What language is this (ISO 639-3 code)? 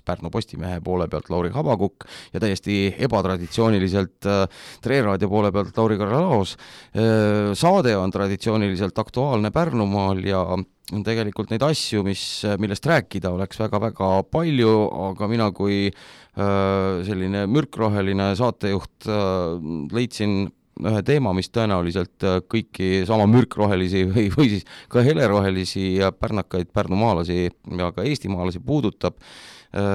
est